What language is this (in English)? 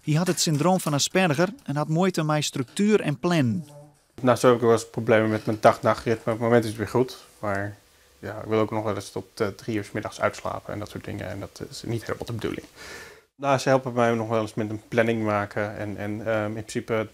Western Frisian